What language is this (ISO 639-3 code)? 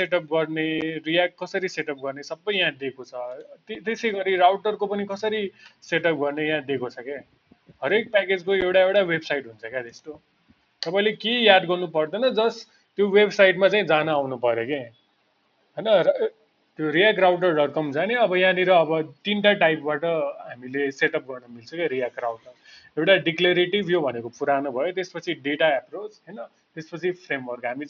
nep